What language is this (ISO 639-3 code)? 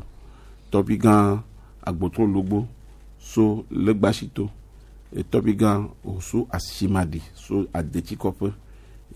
gej